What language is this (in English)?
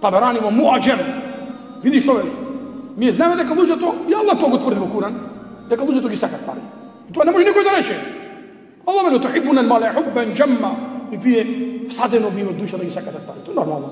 Macedonian